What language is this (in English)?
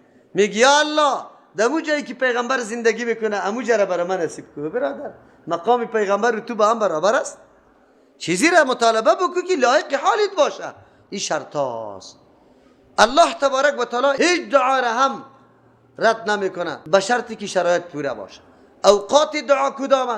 Persian